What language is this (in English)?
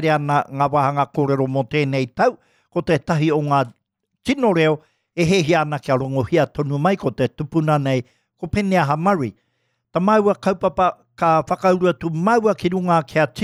Māori